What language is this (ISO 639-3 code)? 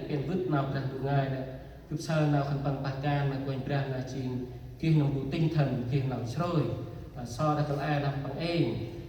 cmo